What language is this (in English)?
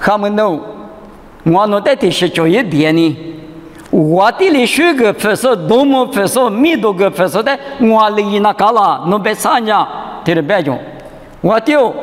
Lisu